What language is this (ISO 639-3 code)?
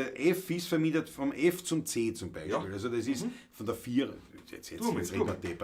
bar